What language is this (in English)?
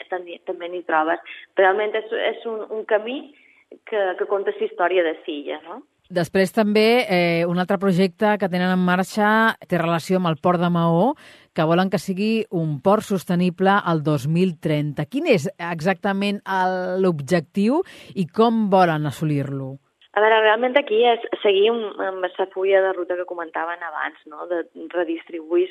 Catalan